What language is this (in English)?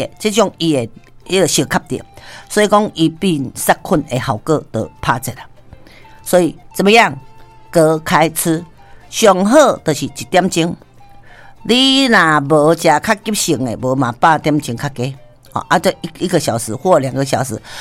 Min Nan Chinese